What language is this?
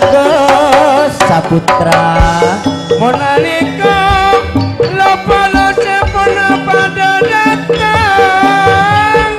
Madurese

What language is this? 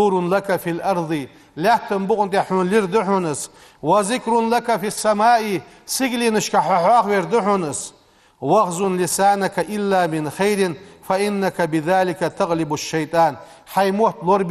Ingush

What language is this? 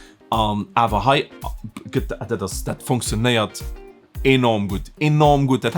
Luxembourgish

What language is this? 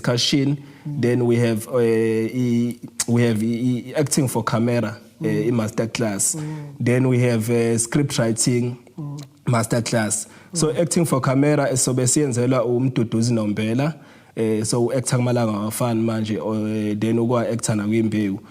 Zulu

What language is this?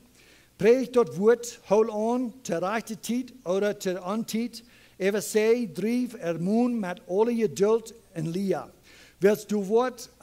Plautdietsch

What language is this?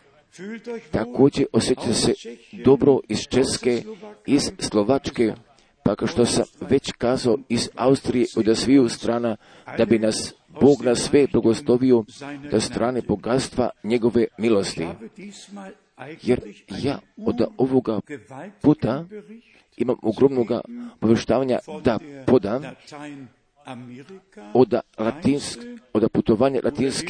Croatian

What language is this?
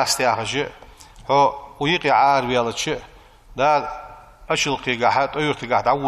Ingush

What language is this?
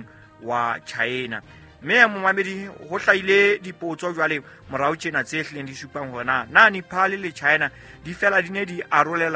Southern Sotho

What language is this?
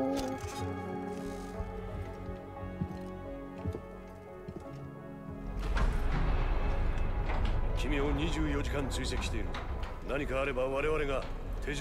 Japanese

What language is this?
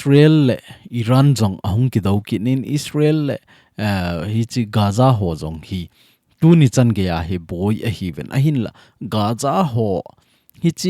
Thado Chin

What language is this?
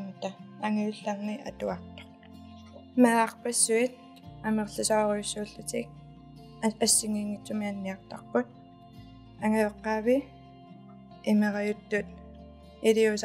Kalaallisut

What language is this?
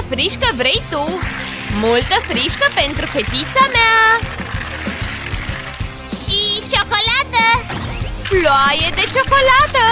Romanian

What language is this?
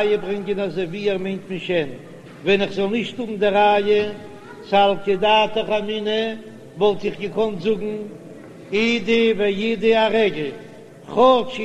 Yiddish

